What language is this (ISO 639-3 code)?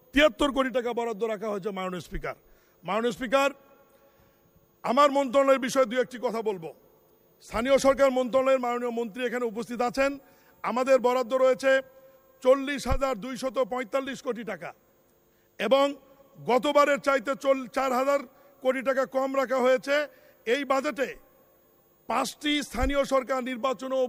ben